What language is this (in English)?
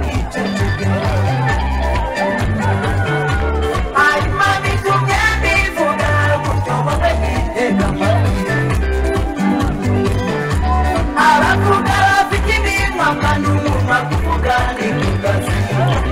Kinyarwanda